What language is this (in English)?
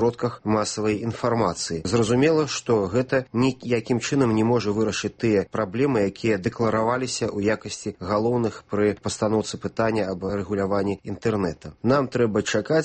Belarusian